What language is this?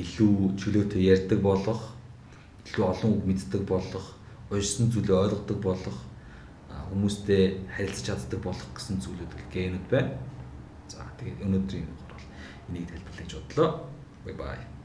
Mongolian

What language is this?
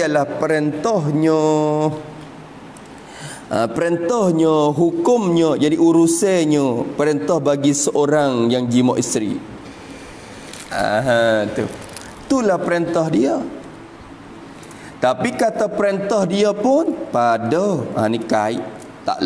Malay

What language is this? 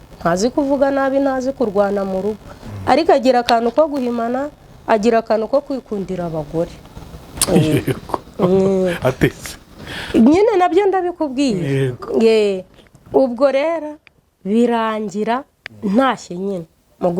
Kinyarwanda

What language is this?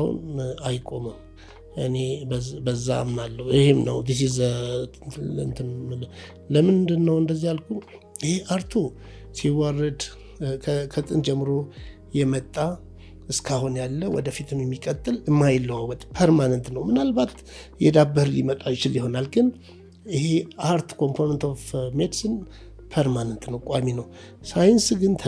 Amharic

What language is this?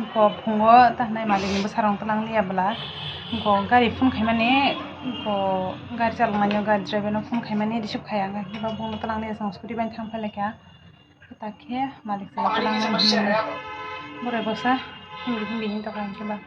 Kok Borok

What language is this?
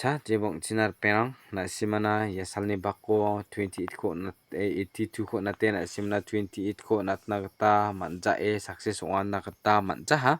Garo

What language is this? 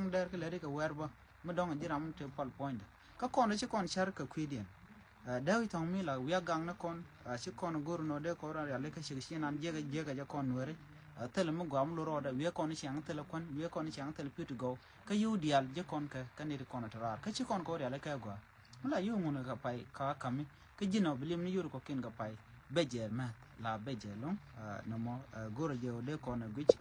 Nuer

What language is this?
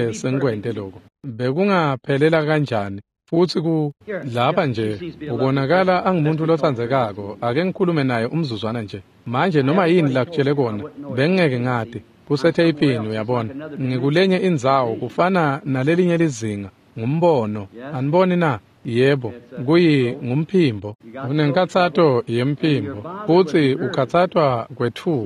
Swati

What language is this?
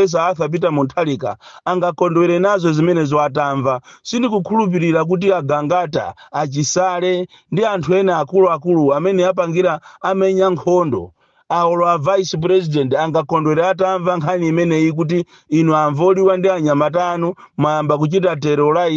Nyanja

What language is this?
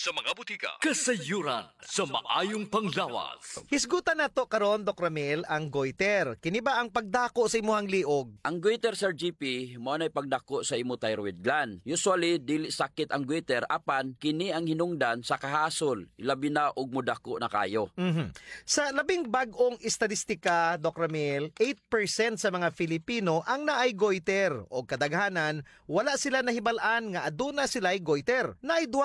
Cebuano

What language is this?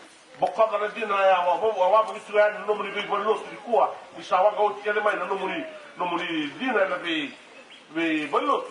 Fijian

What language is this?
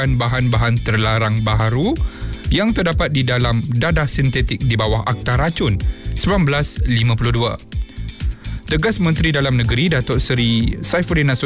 Malay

